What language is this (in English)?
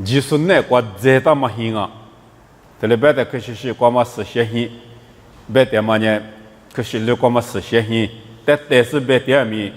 Lisu